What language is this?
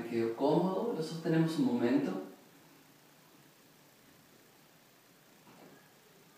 Spanish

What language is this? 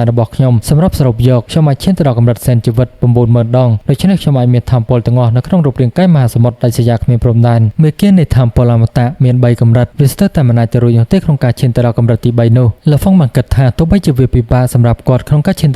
Khmer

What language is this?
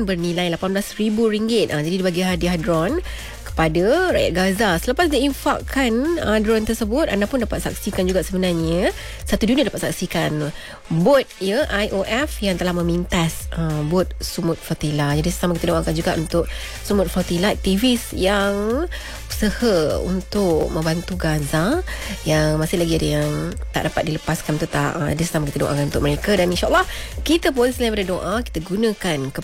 Malay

